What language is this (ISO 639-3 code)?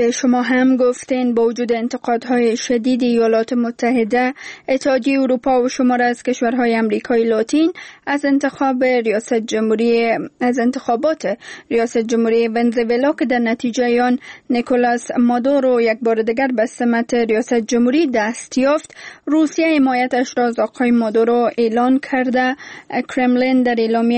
fas